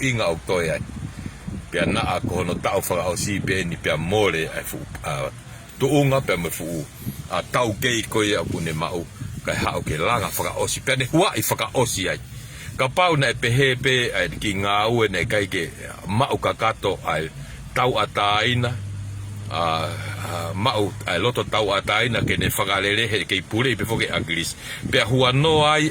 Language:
Tongan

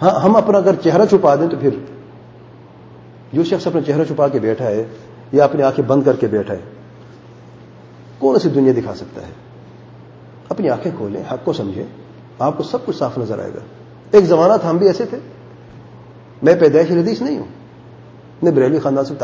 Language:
Urdu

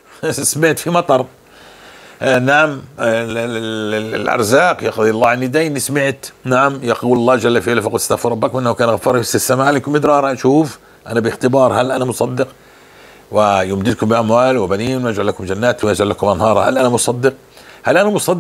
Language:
North Levantine Arabic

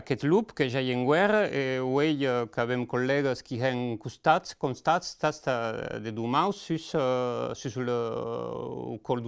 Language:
Occitan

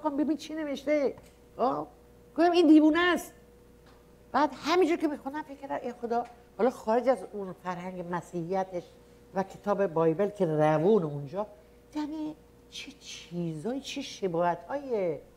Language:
Persian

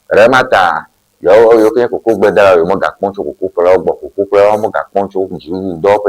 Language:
Ewe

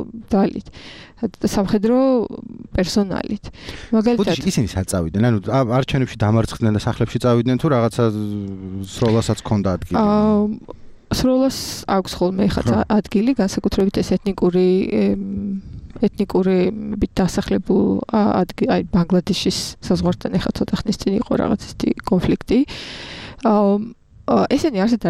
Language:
Georgian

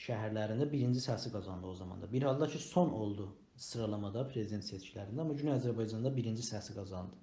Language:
South Azerbaijani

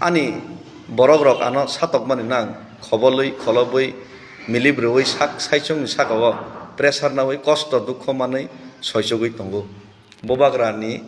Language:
Kok Borok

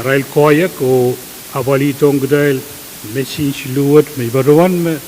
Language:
Pohnpeian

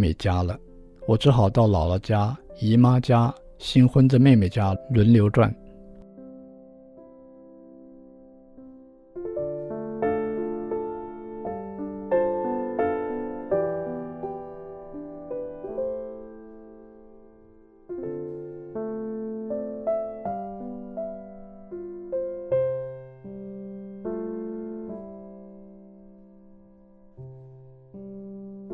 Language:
Chinese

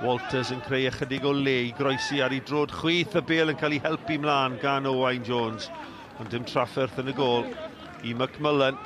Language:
Welsh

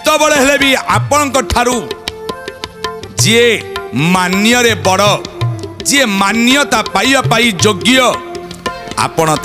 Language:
Odia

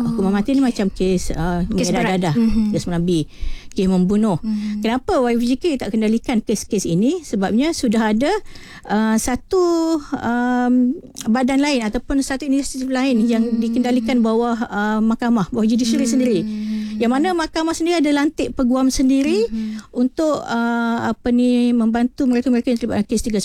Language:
Malay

